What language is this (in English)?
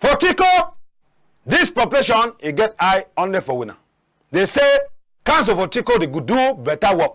Cameroon Pidgin